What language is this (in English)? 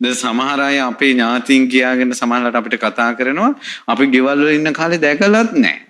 Sinhala